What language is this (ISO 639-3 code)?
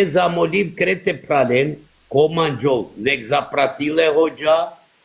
rmn